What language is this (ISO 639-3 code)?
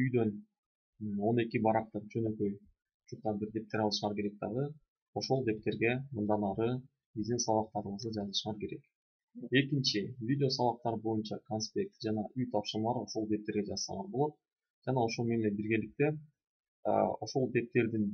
kir